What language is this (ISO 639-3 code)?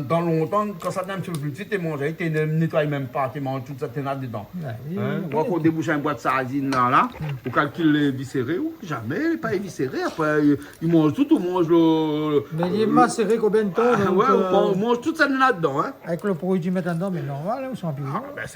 rcf